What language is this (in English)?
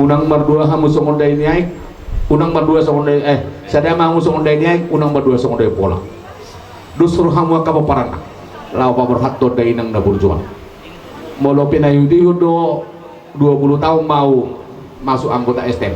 Batak Toba